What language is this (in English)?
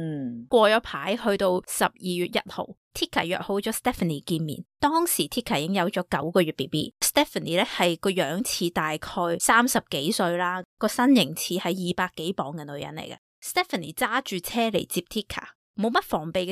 Cantonese